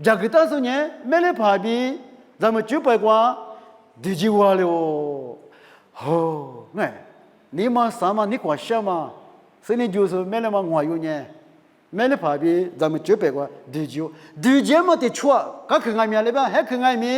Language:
Lisu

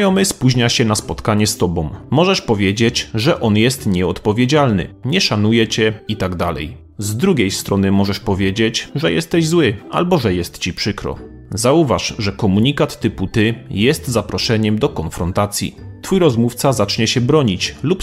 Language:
Polish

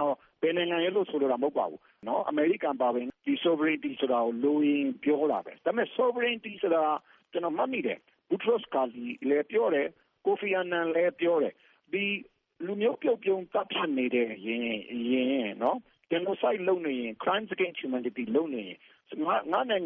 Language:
Burmese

